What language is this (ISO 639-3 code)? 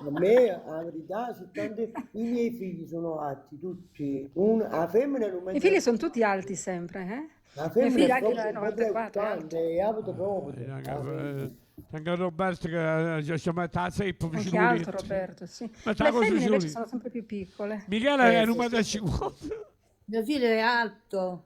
nap